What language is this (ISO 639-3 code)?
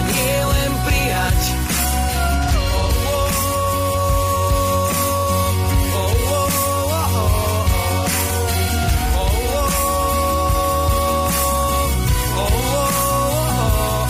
slk